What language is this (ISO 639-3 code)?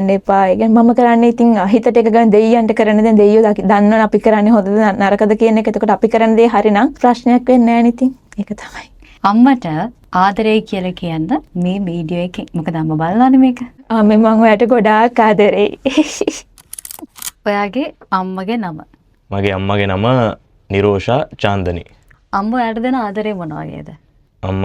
sin